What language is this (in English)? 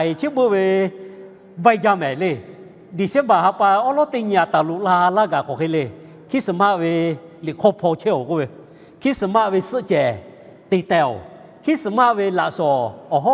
Lahu